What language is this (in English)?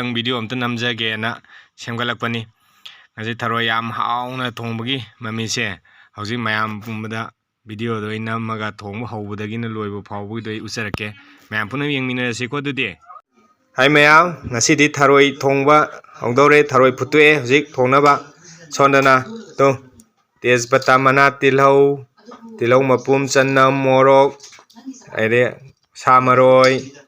Manipuri